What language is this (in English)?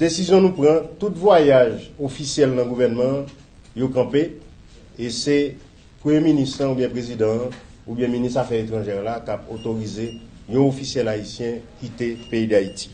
Haitian Creole